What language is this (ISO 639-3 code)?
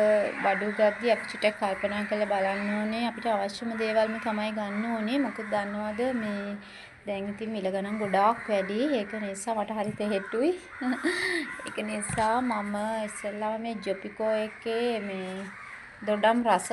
sin